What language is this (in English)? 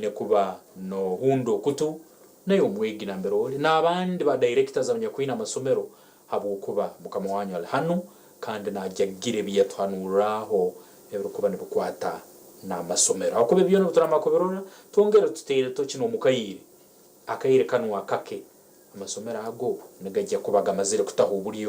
Nyankole